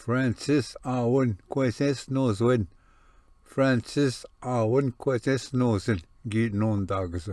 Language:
Ojibwa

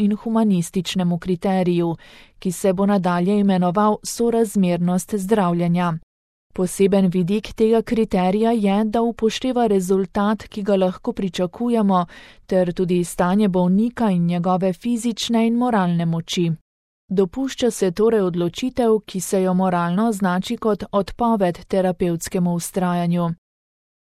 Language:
Slovenian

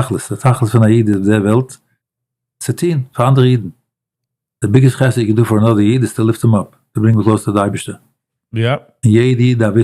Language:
Yiddish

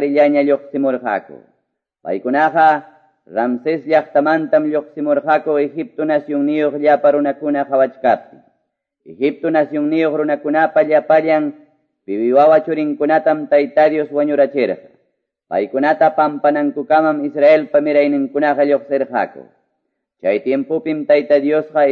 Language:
Quechua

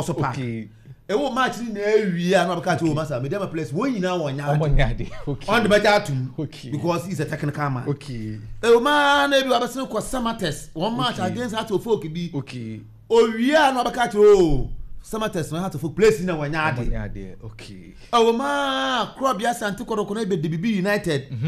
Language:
Akan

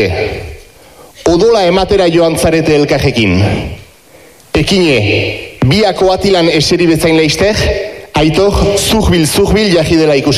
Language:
Basque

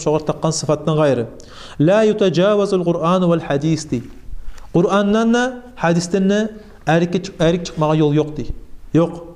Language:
Kumyk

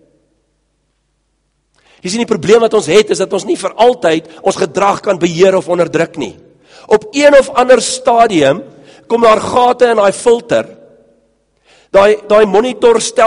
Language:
Afrikaans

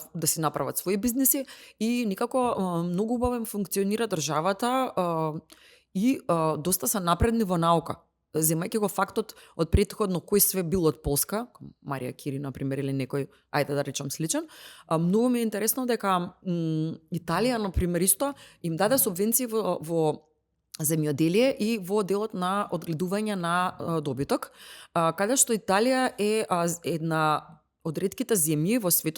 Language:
Macedonian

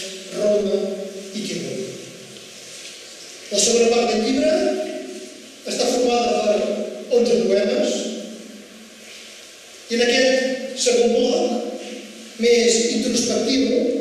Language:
Catalan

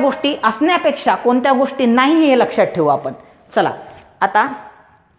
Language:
Marathi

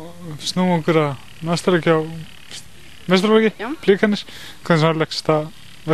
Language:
Icelandic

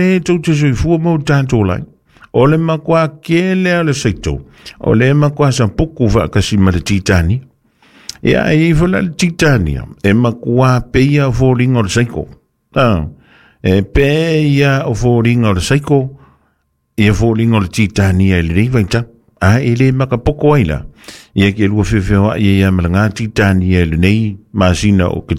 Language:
Samoan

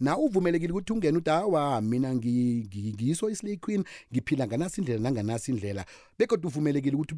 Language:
South Ndebele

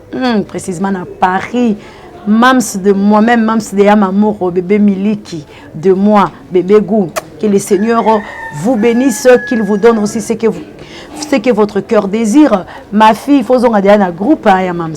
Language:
Lingala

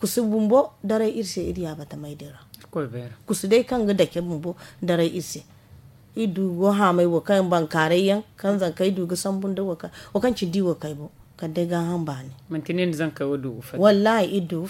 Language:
Zarma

